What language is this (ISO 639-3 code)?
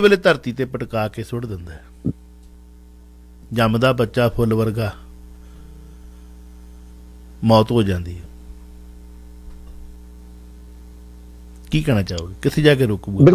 pan